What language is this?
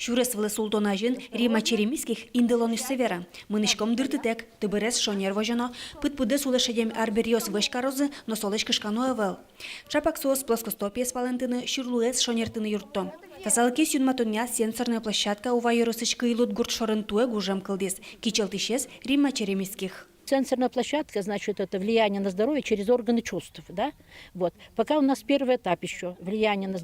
Udmurt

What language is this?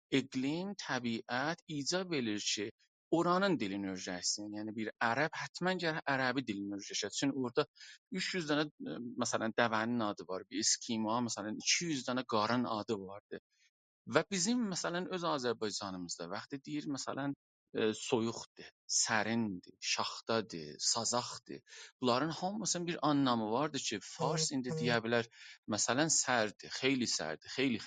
South Azerbaijani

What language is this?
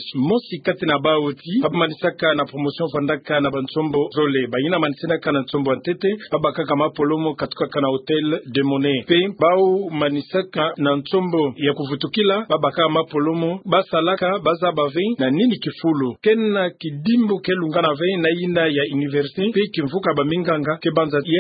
Kituba (Democratic Republic of Congo)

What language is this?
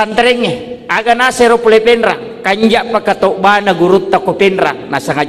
Buginese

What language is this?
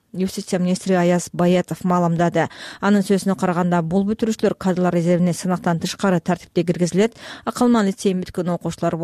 Kyrgyz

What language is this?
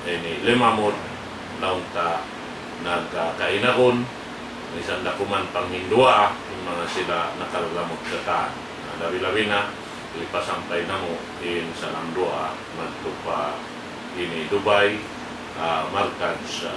Tausug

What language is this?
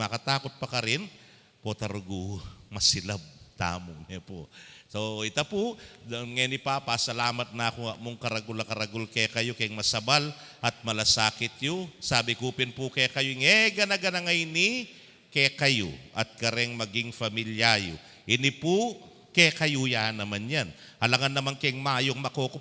Pampanga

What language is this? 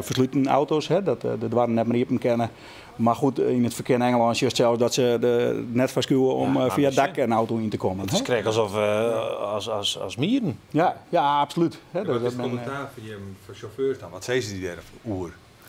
Western Frisian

